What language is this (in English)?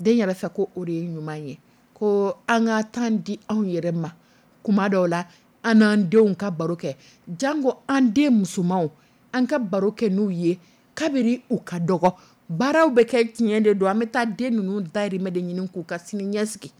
Dyula